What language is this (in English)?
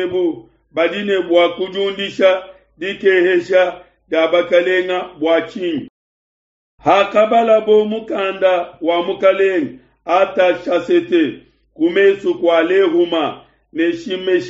Luba-Lulua